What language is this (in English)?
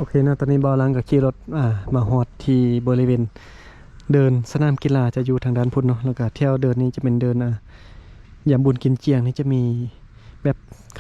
Lao